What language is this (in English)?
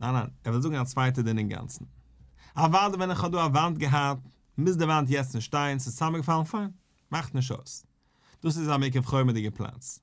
Yiddish